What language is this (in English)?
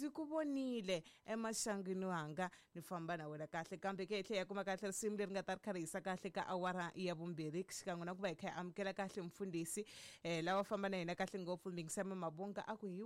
Tsonga